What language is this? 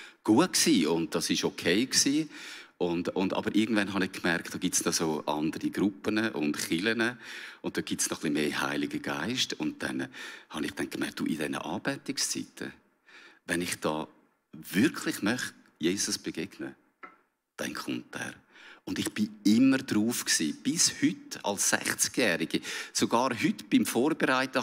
Swiss German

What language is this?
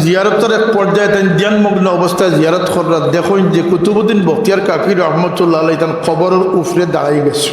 Sylheti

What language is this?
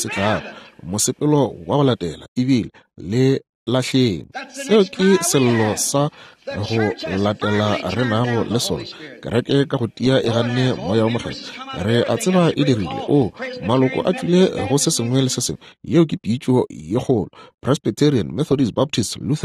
Northern Sotho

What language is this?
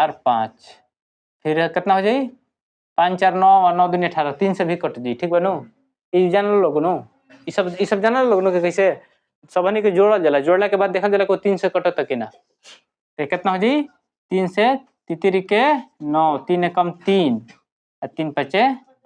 Bhojpuri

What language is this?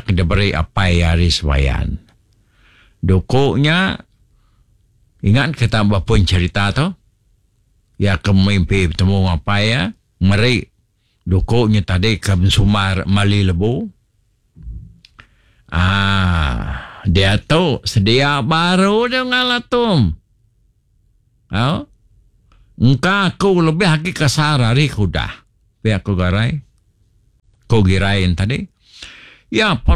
Malay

